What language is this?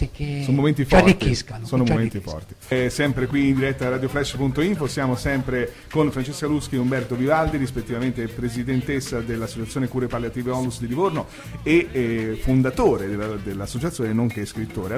Italian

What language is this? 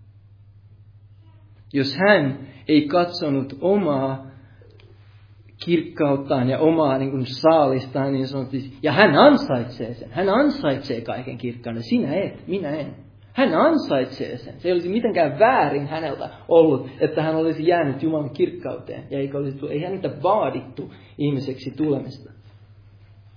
Finnish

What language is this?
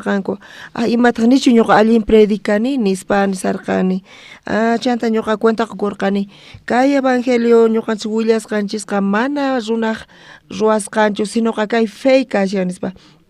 South Bolivian Quechua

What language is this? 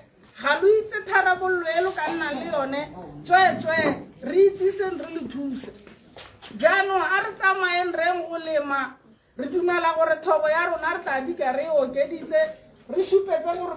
Tswana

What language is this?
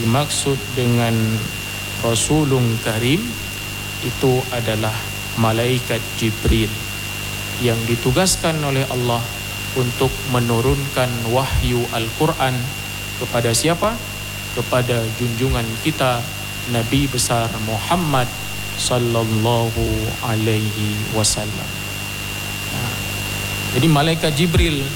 Indonesian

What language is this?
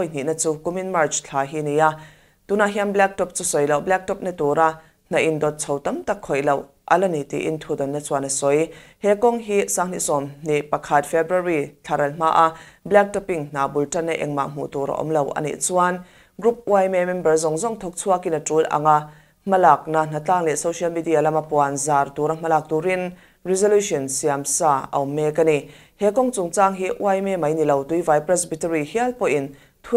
Mizo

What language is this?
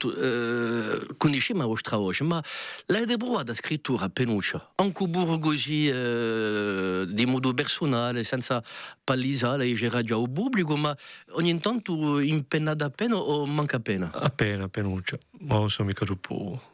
Corsican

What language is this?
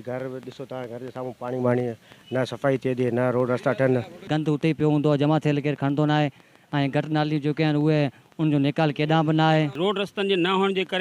Sindhi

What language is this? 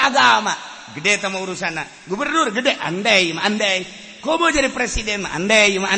Sundanese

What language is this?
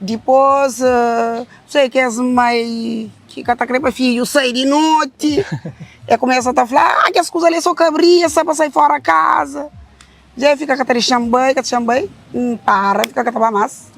Kabuverdianu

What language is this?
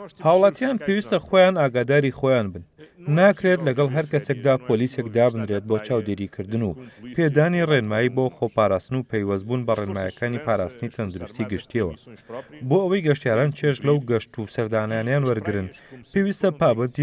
Central Kurdish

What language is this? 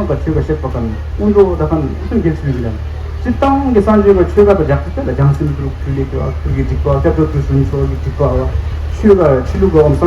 Tibetan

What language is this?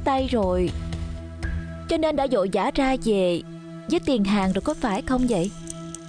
Vietnamese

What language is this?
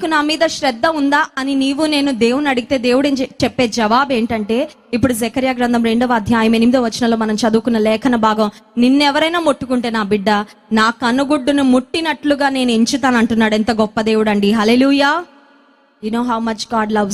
Telugu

